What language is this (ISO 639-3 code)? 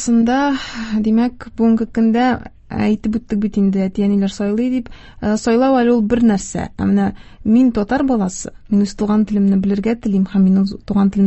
tat